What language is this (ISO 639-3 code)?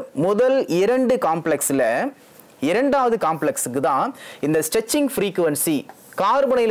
tam